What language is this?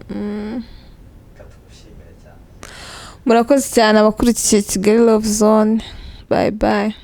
Kinyarwanda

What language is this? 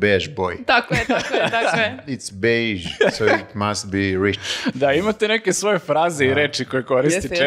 Serbian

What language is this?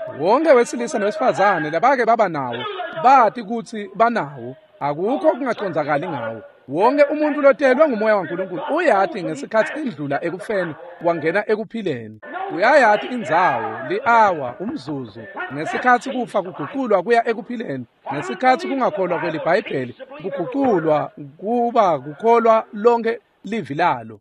Swati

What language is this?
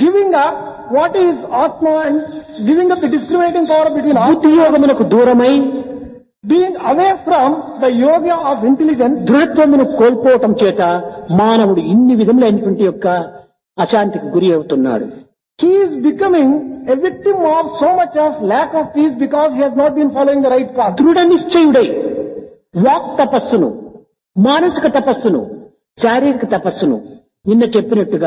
Telugu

